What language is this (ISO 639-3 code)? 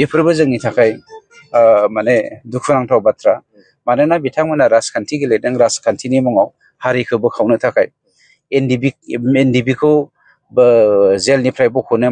brx